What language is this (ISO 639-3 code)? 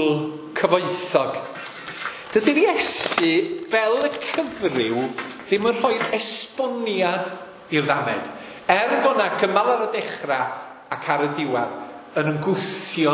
cym